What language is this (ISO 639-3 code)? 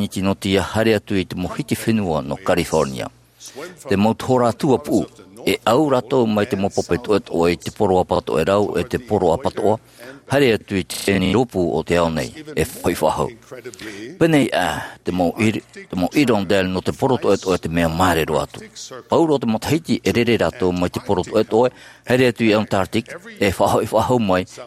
tah